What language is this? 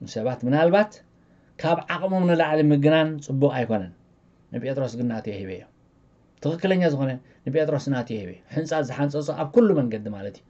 Tigrinya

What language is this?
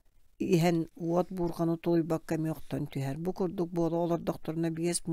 Yakut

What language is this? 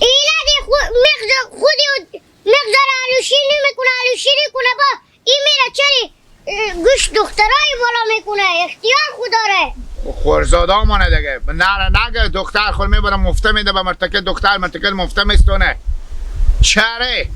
Hazaragi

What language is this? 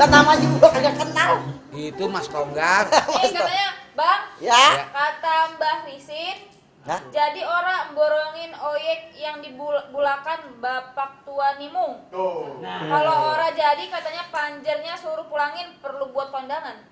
Betawi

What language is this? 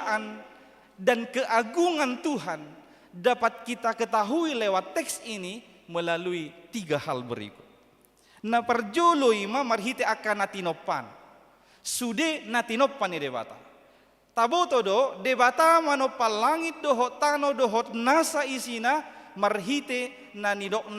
Batak Toba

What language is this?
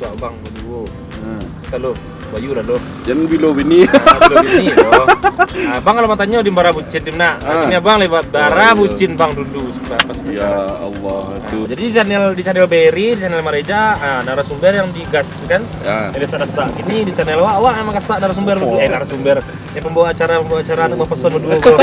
Minangkabau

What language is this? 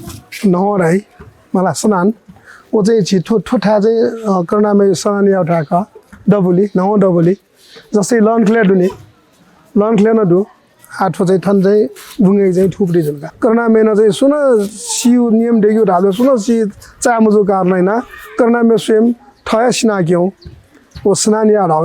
Newari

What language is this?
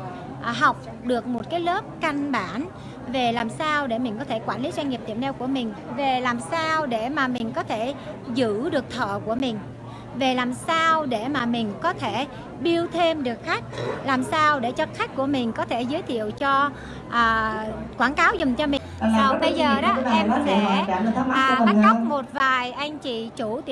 Vietnamese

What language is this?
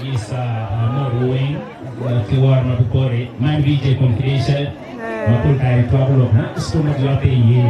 Acoli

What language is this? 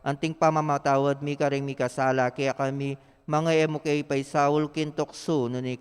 Pampanga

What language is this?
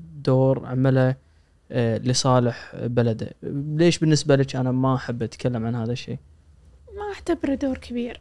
Gulf Arabic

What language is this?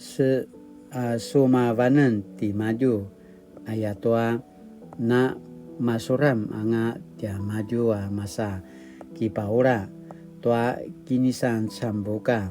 Paiwan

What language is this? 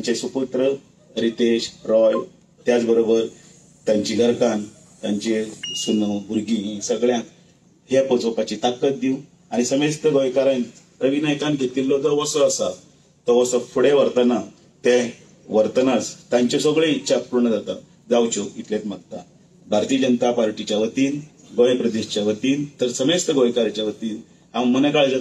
Konkani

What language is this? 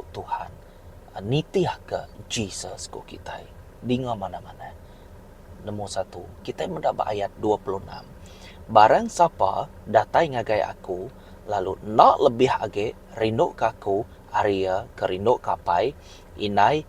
Iban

